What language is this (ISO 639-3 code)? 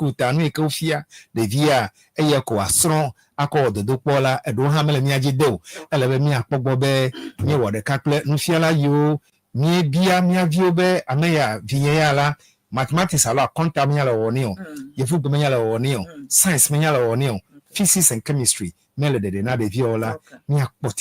ewe